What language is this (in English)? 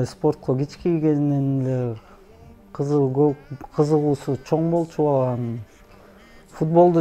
Kyrgyz